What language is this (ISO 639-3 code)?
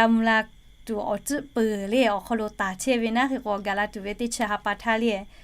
lhu